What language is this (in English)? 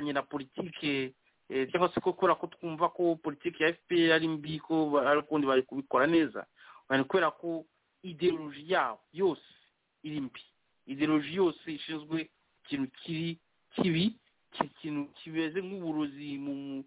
Kinyarwanda